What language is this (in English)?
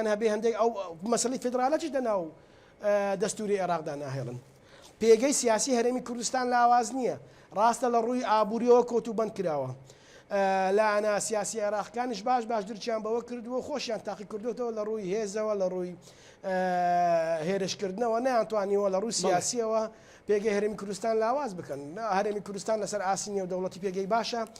Central Kurdish